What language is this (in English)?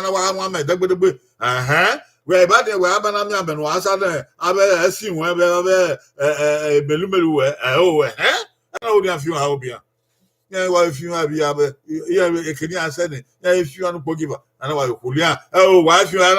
Bini